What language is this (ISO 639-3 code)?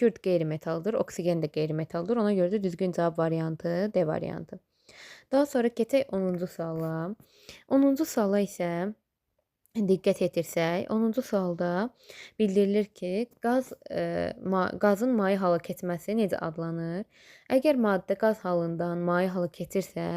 aze